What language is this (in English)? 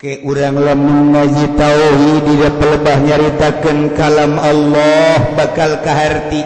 Sundanese